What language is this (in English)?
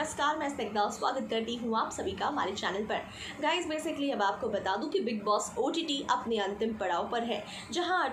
Hindi